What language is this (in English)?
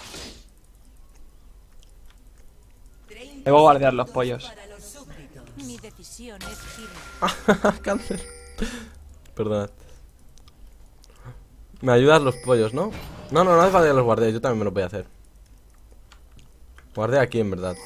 Spanish